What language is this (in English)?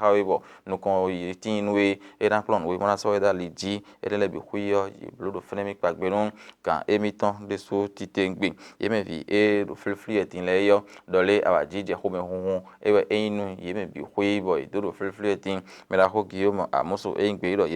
Fon